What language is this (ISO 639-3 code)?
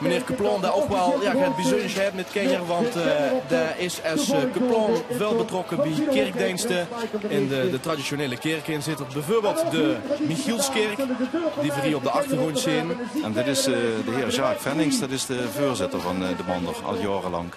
lim